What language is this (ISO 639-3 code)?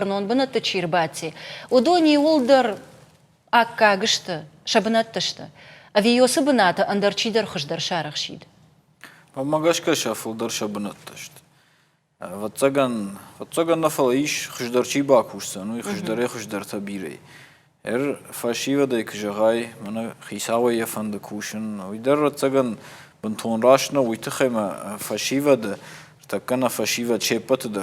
oss